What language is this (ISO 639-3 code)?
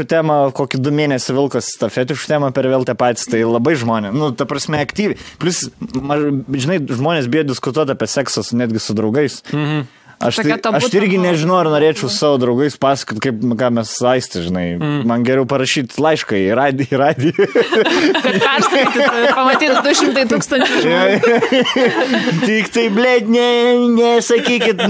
lit